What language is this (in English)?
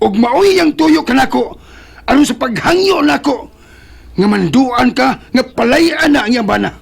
Cebuano